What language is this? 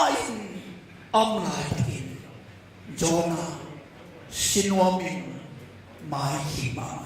Tedim Chin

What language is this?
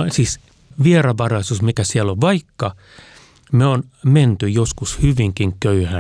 Finnish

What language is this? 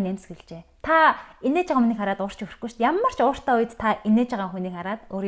Mongolian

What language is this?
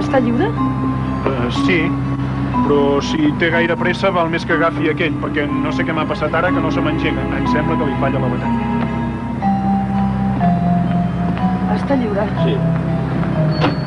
Catalan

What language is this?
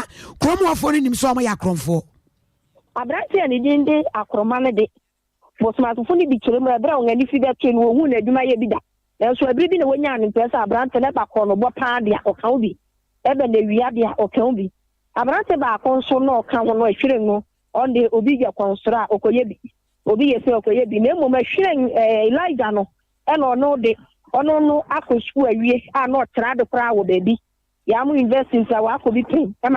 Akan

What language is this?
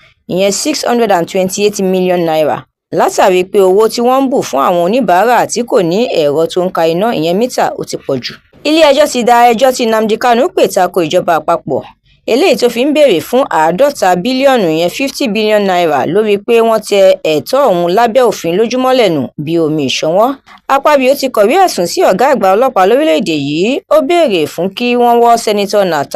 Yoruba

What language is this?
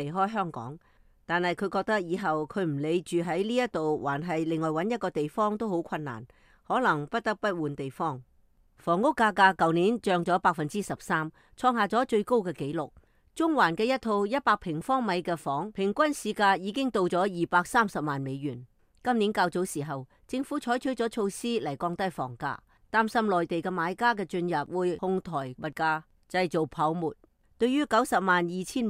Cantonese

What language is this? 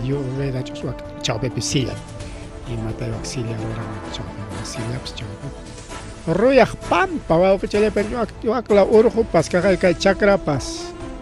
Ayacucho Quechua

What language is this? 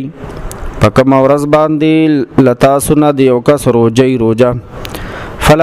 Pashto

